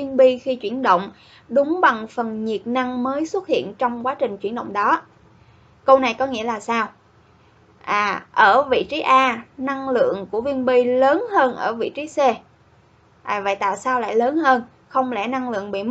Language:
Vietnamese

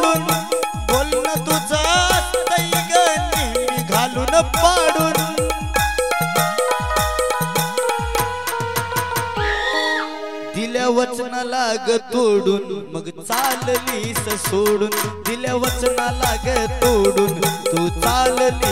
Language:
Marathi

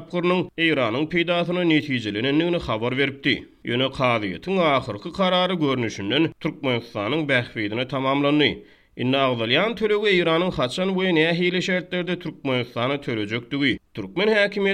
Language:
Turkmen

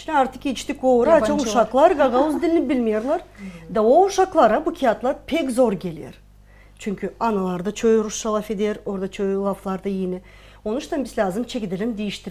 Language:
Gagauz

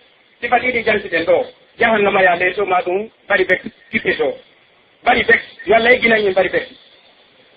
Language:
Pular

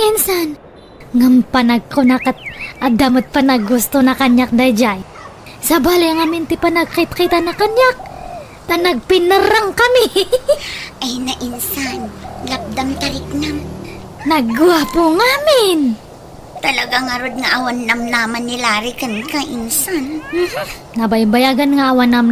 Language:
Iloko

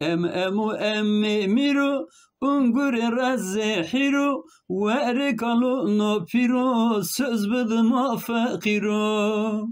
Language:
Zaza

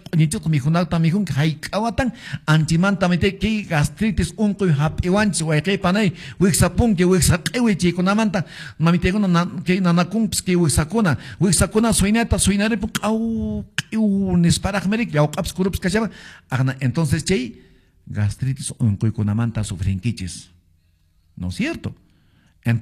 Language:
Quechua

